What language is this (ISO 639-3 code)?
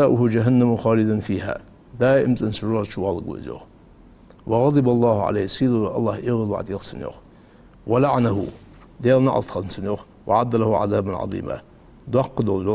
inh